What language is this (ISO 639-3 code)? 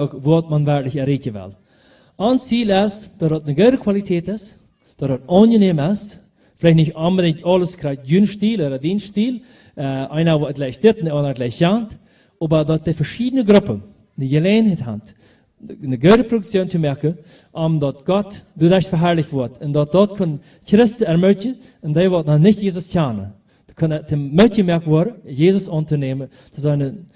pdt